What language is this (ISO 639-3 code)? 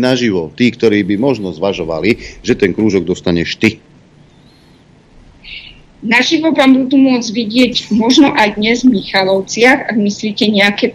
slk